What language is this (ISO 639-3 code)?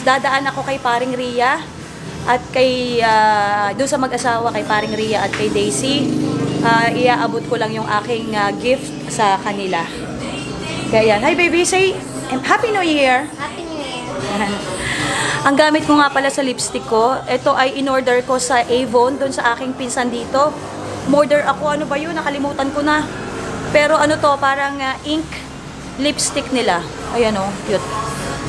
fil